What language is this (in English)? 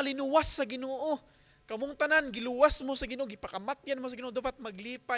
Cebuano